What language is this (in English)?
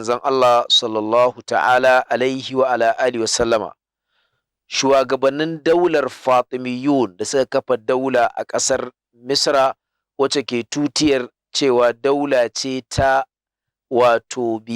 Hausa